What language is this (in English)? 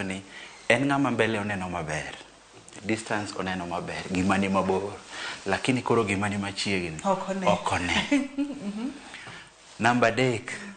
Luo (Kenya and Tanzania)